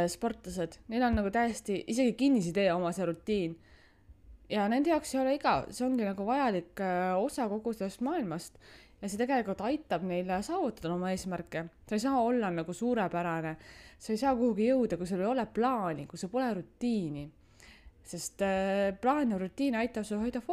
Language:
Estonian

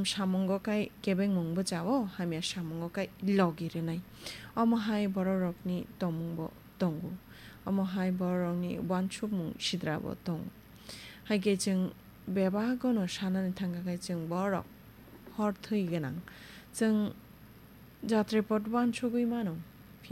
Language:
Kok Borok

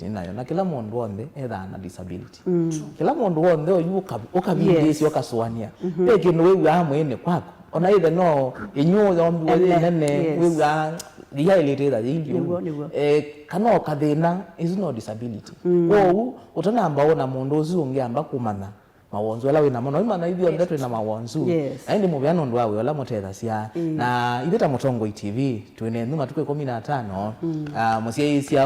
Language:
Kamba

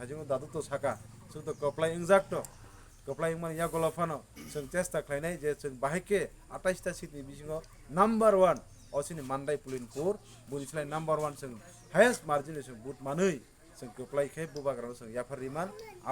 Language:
Kok Borok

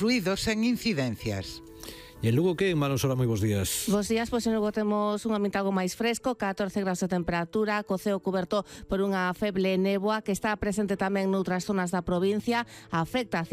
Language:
Galician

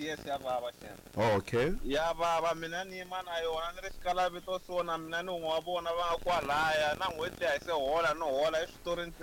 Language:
Tsonga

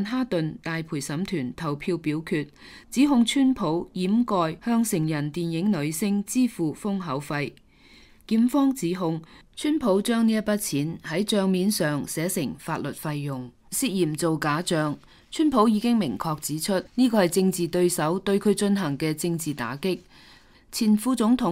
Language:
Cantonese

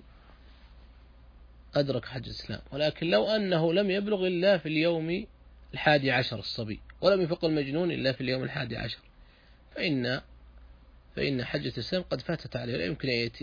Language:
Arabic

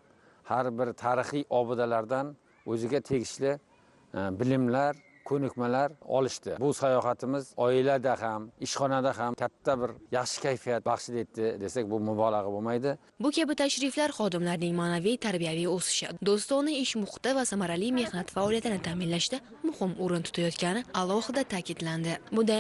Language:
Uzbek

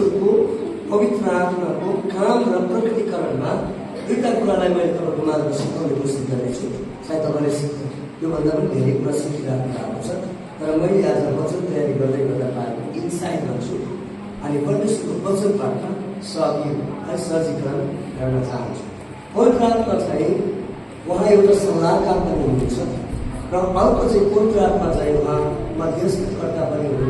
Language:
Nepali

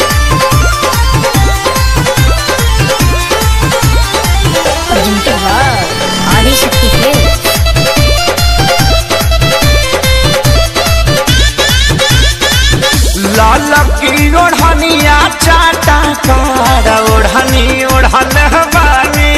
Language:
Bhojpuri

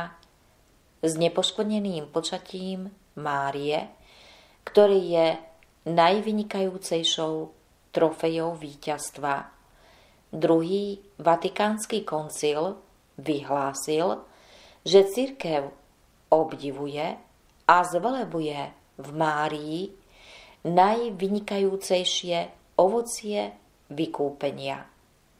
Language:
Slovak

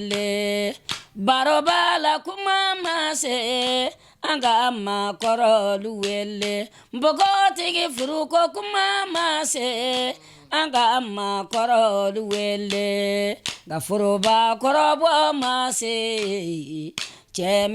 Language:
Bambara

